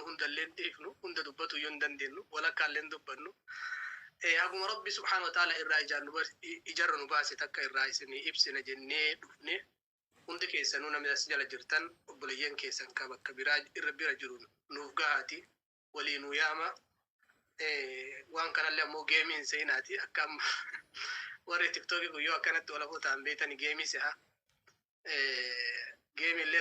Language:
Oromo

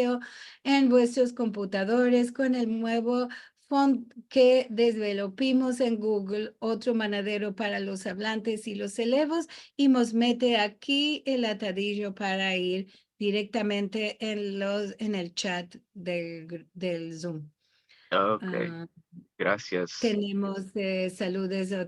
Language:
Ladino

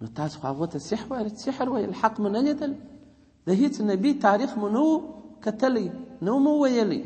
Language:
Pashto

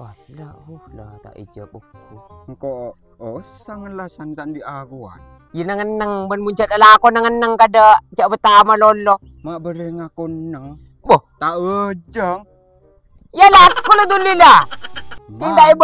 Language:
Madurese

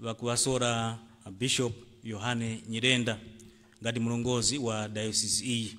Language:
Nyanja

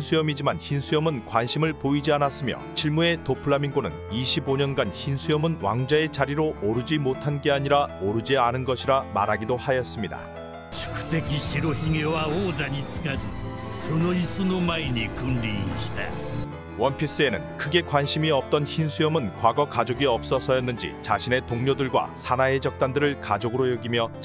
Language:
Korean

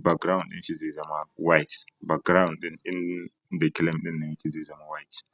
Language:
Hausa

